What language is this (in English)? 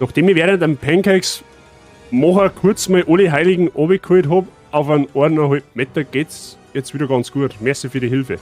Bavarian